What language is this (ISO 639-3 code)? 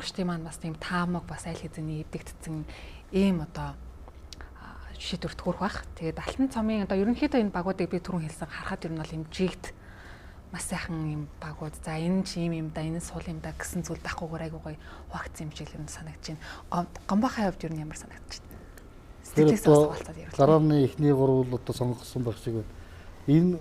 mon